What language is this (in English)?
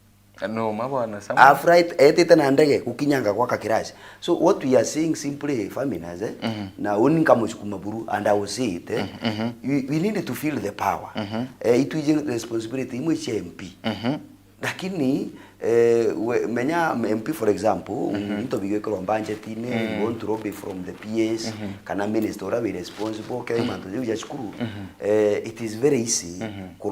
Meru